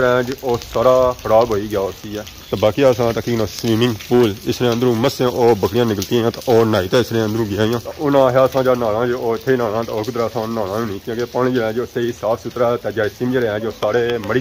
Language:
Pahari-Potwari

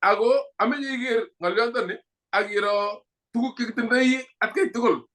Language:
Kalenjin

